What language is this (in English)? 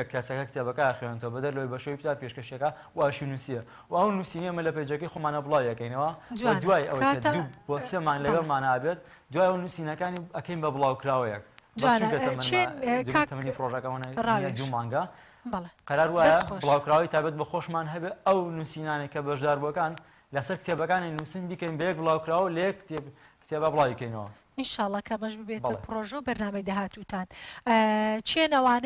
Central Kurdish